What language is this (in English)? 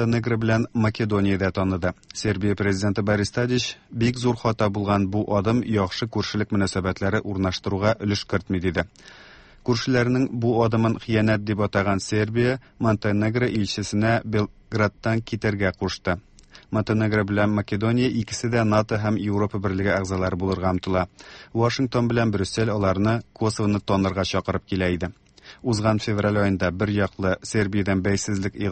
Tatar